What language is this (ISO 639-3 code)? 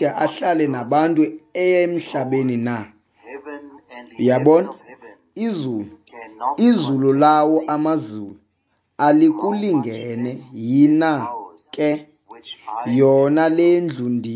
xho